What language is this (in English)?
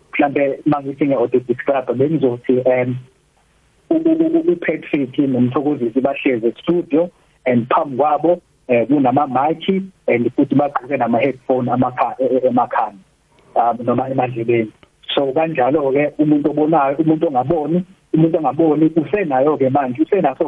South Ndebele